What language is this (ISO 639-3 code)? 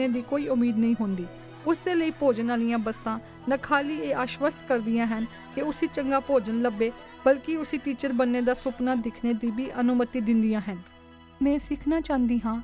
doi